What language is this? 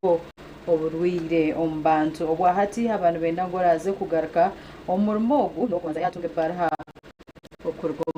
Nyankole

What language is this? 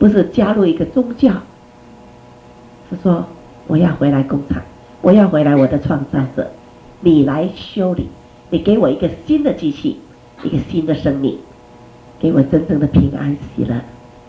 Chinese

